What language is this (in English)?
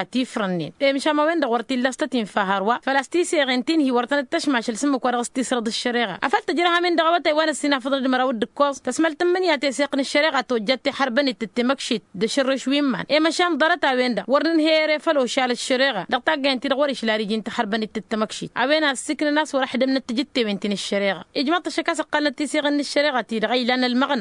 Tamasheq